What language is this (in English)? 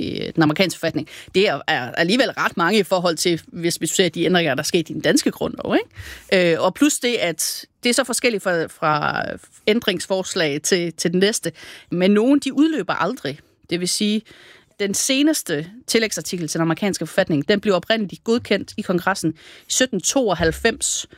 Danish